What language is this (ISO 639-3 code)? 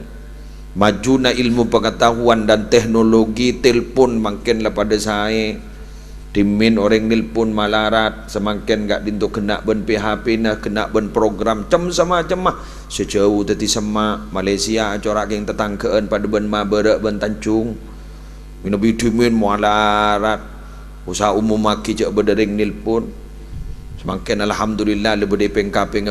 mad